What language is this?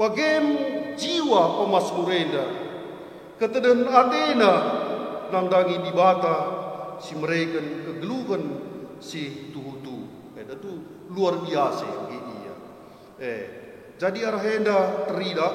Batak Karo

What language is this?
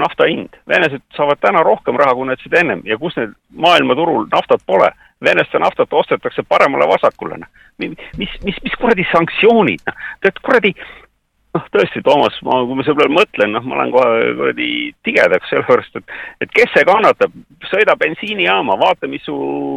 Estonian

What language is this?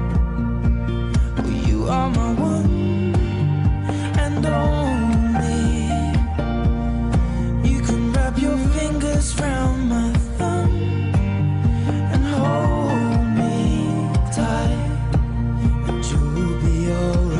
English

